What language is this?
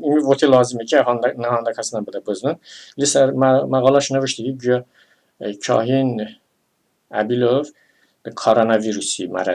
Talysh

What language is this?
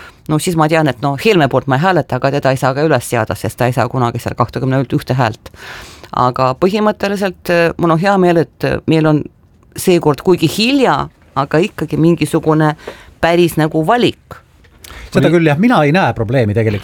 Estonian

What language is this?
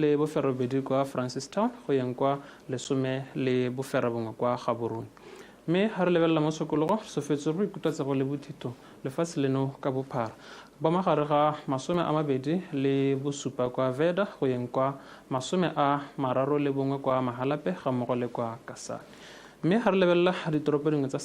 Tswana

